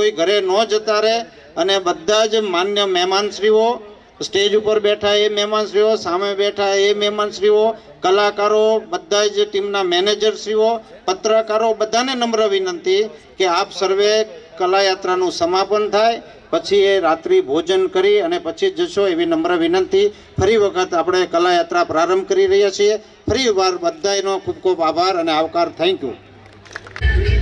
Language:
Gujarati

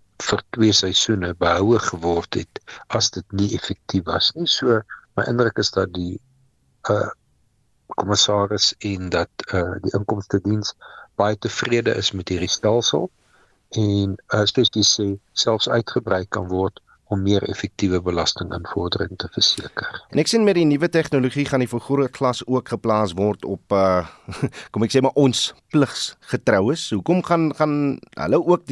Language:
Afrikaans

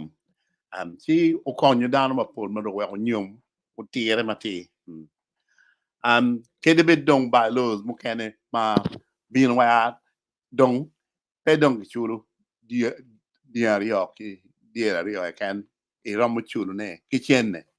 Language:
Acoli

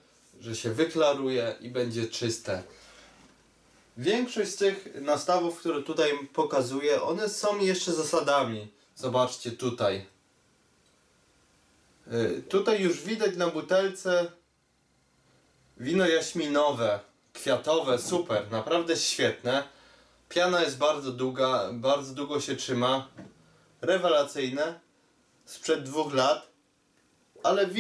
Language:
Polish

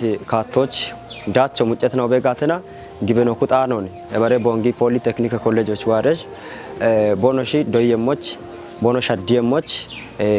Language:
Kafa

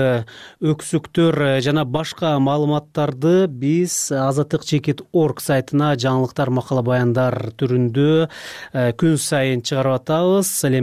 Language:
Kyrgyz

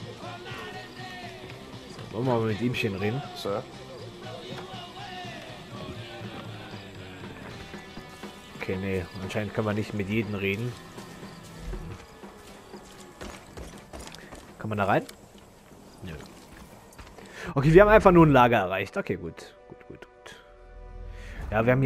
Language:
German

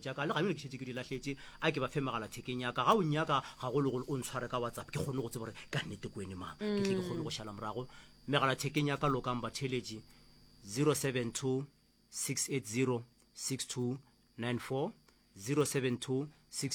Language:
Northern Sotho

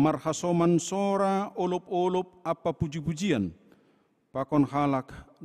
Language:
Batak Simalungun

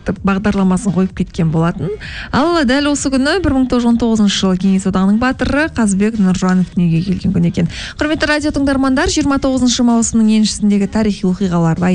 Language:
Kazakh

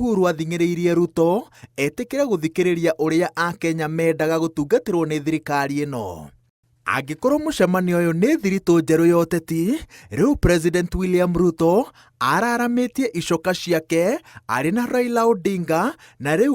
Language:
Kikuyu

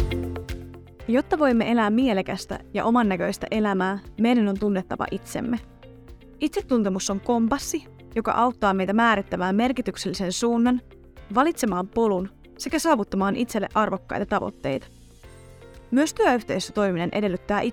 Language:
Finnish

